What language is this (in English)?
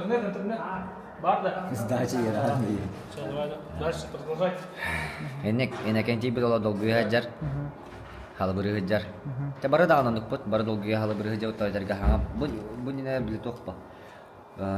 Yakut